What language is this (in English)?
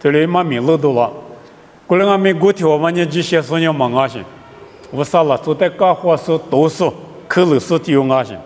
Lisu